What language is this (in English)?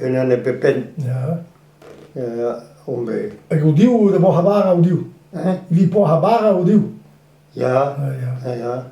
Breton